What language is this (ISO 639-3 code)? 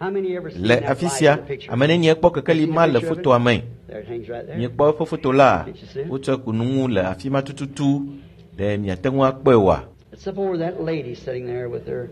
ewe